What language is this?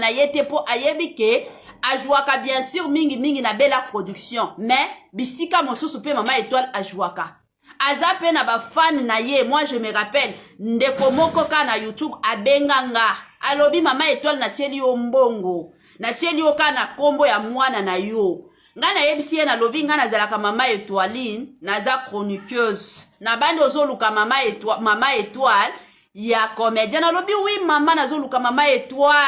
Lingala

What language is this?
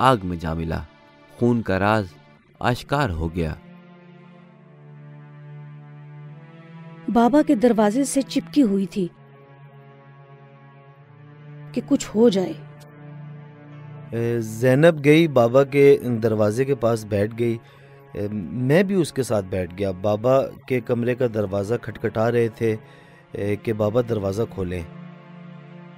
Urdu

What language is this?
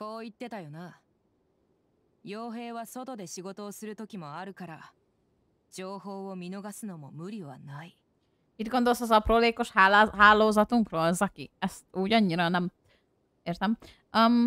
Hungarian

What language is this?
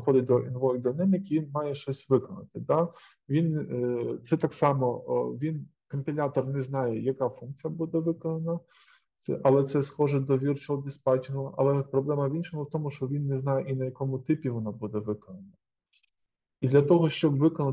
Ukrainian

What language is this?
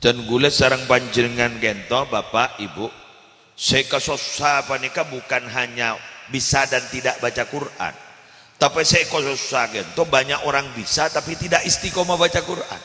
Madurese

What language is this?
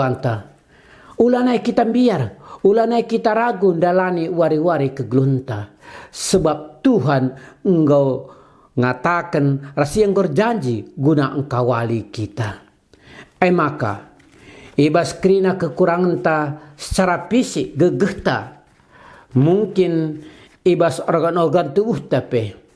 Batak Karo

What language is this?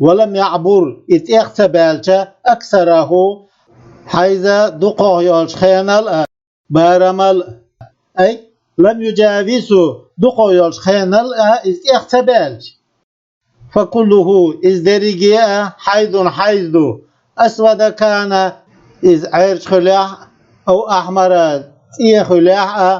Chechen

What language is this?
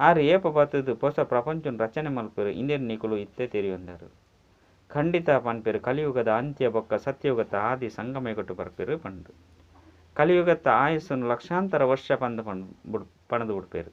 Tulu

